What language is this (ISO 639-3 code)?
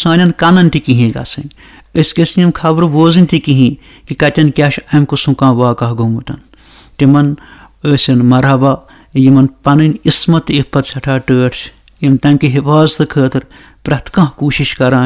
kas